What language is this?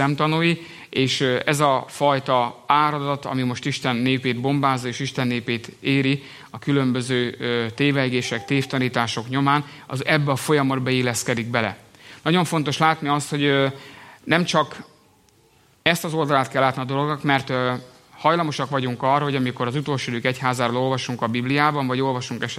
Hungarian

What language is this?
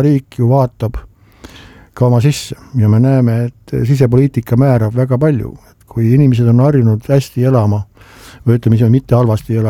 Estonian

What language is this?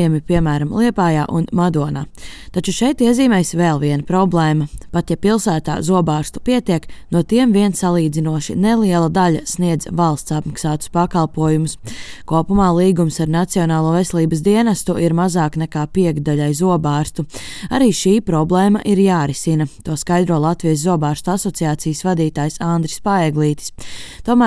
Latvian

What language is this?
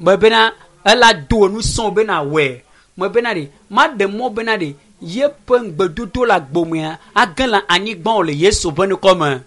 Ewe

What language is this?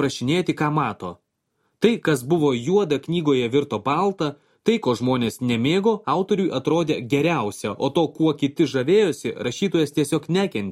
Lithuanian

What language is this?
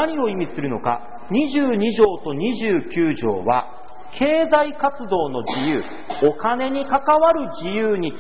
Japanese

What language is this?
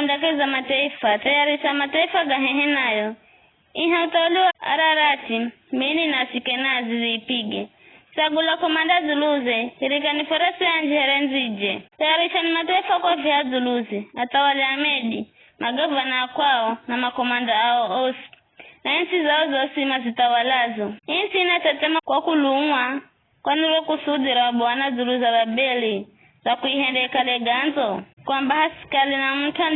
Giryama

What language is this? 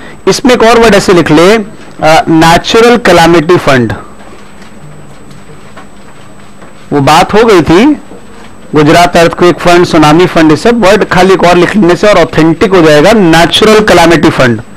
Hindi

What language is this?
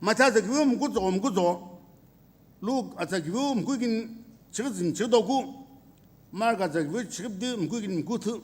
Sumi Naga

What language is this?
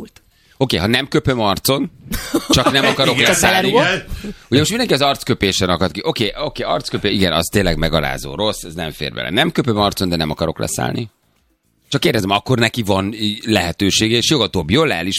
Hungarian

